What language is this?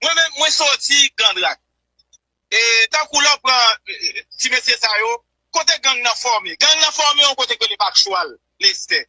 Haitian Creole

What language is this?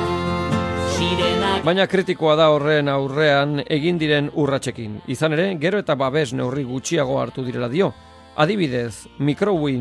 Basque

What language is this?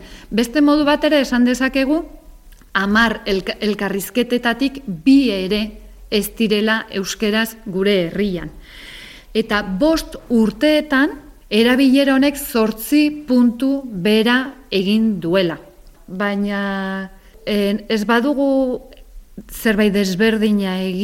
Basque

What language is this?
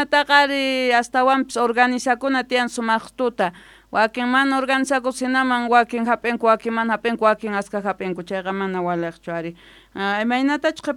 South Bolivian Quechua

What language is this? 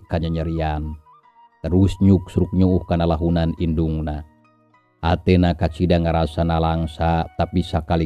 Sundanese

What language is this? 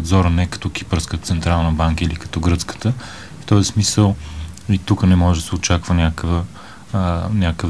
Bulgarian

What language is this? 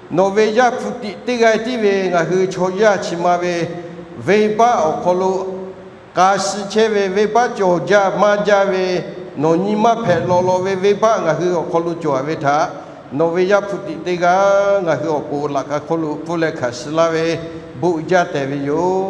Lahu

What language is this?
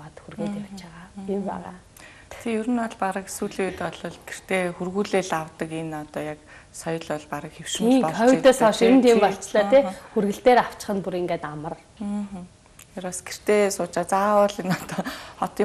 Mongolian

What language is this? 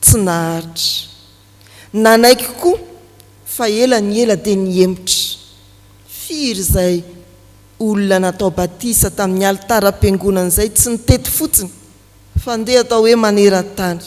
Malagasy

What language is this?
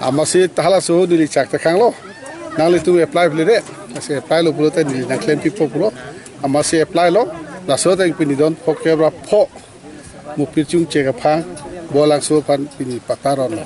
Karbi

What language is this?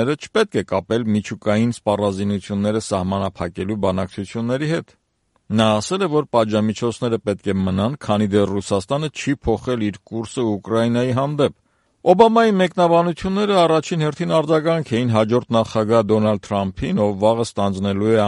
Armenian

